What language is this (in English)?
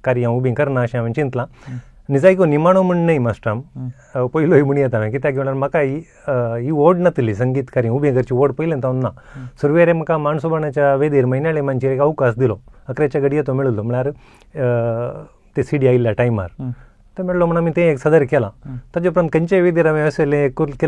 Konkani